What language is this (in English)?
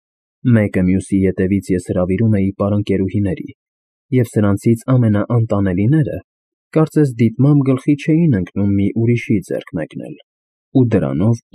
Armenian